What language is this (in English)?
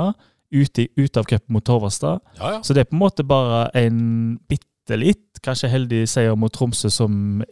Norwegian